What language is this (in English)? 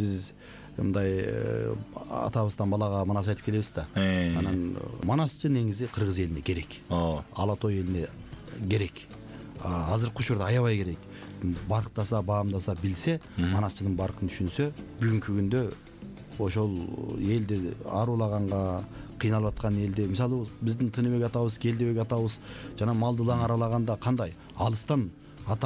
Kyrgyz